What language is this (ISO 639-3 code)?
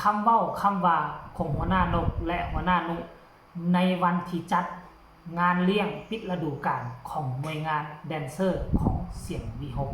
tts